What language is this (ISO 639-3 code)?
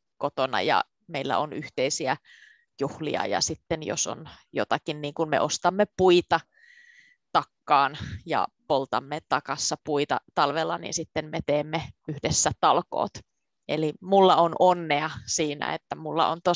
fin